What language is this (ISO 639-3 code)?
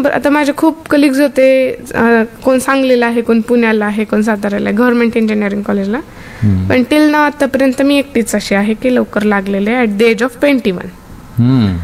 mar